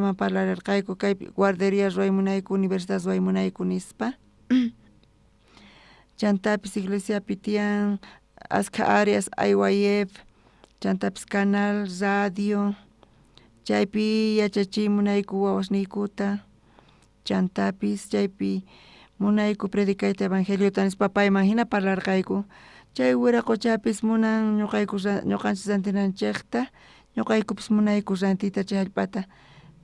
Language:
South Bolivian Quechua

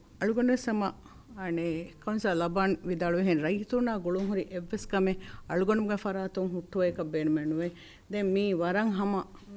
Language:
Divehi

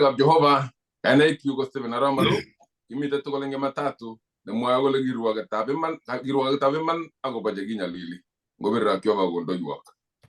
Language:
Kalenjin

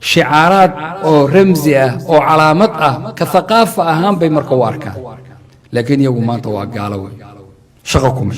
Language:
Somali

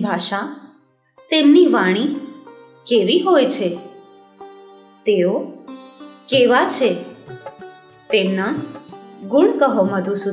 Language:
Gujarati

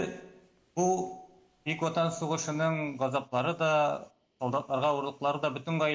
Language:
Tatar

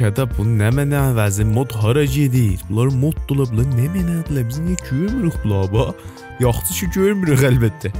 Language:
South Azerbaijani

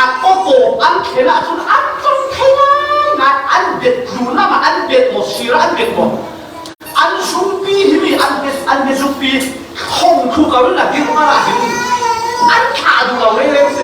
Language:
Falam Chin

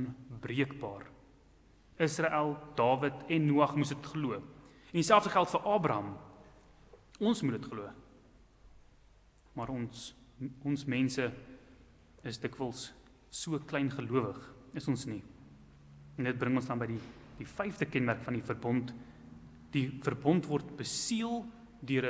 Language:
Afrikaans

